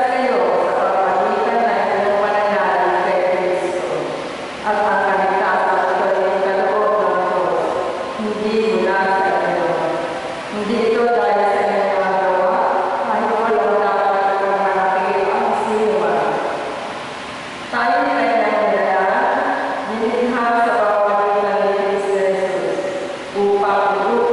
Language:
Filipino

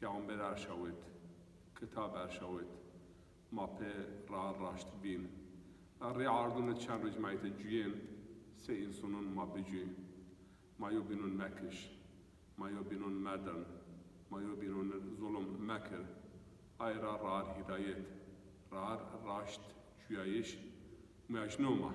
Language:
Zaza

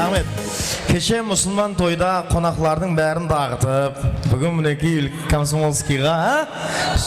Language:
Kara-Kalpak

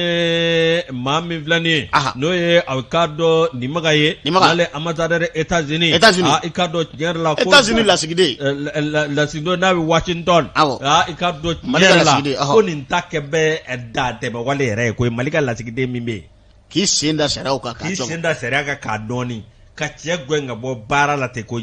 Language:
Bambara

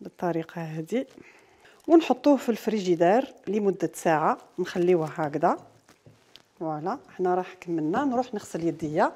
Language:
Algerian Arabic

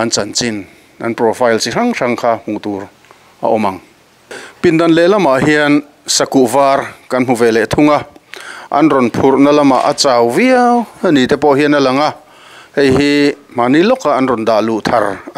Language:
Mizo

